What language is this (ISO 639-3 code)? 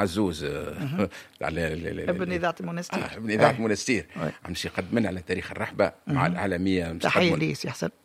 aeb